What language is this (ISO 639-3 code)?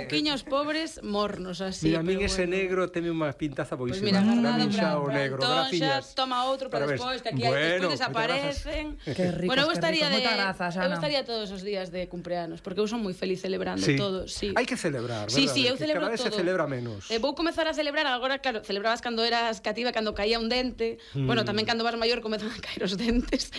glg